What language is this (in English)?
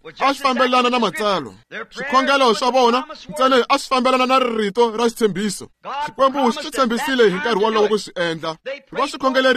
Tsonga